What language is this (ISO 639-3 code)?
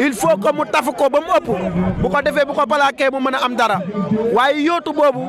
wol